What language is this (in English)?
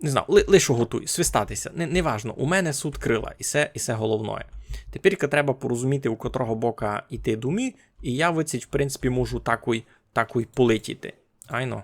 Rusyn